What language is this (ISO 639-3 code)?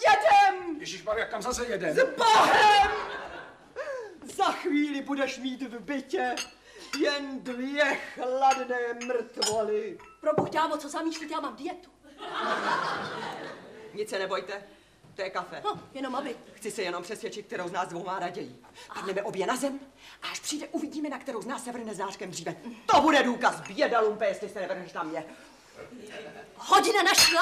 ces